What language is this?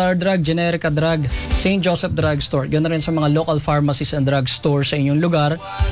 Filipino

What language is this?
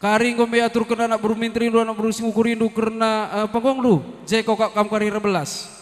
Batak Karo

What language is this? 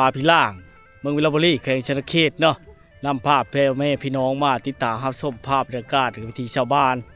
Lao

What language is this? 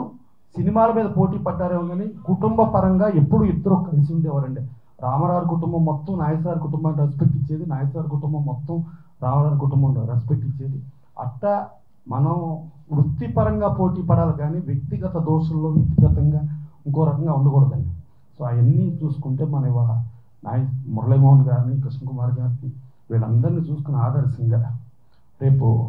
Telugu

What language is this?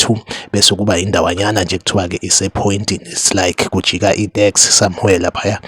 Zulu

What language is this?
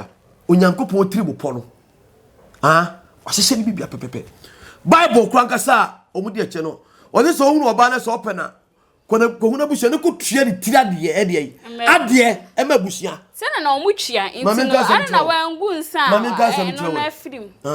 Akan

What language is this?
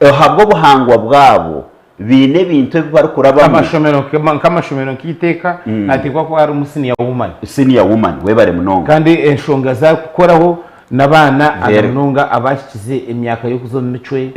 Nyankole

